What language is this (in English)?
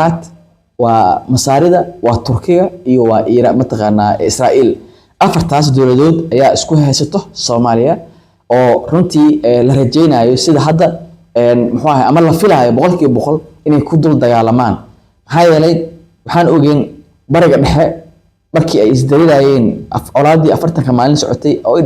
Somali